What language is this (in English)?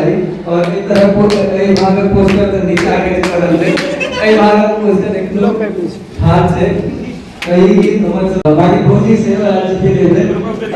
Maithili